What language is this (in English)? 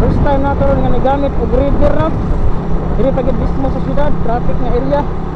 Cebuano